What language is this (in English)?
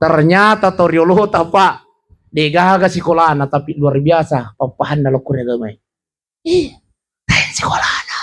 Buginese